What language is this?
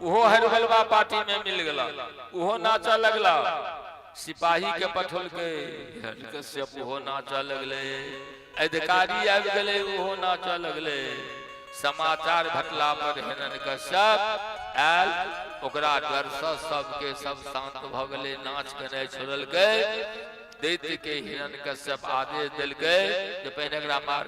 Maithili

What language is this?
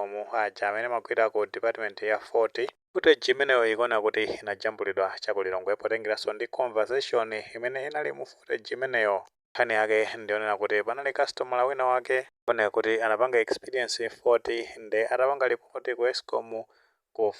Nyanja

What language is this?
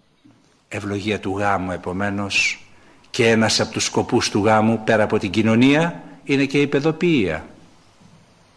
Greek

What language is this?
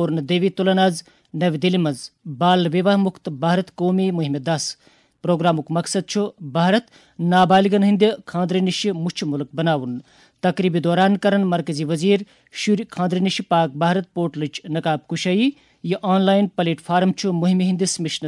Kashmiri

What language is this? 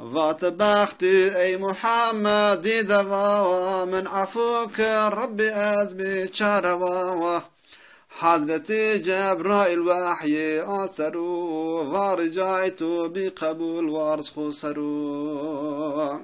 Zaza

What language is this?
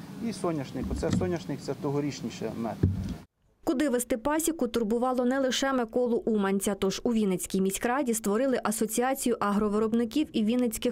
Ukrainian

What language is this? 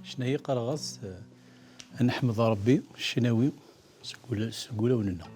Kabyle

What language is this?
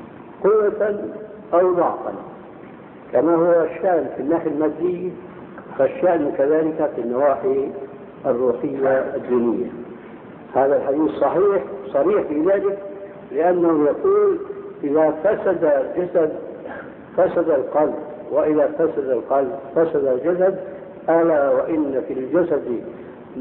Arabic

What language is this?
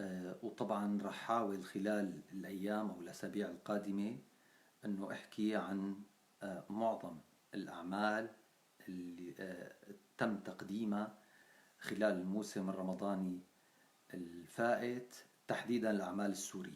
North Levantine Arabic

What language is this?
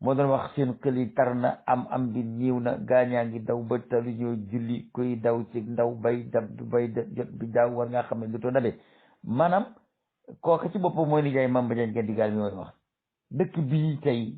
Wolof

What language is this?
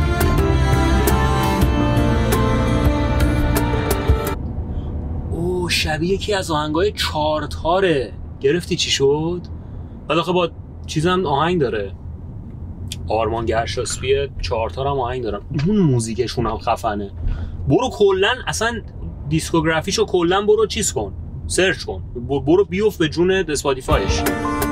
Persian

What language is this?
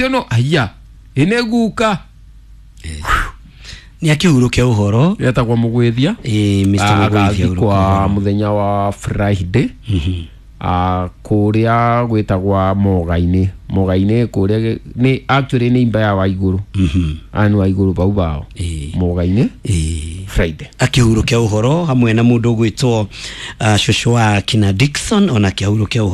Kikuyu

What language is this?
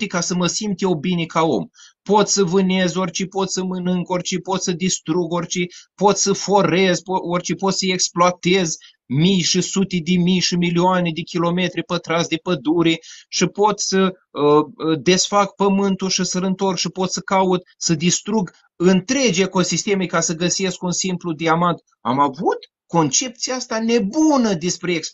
Romanian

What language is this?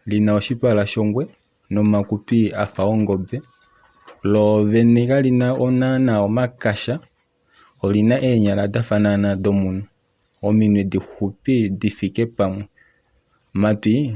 Kuanyama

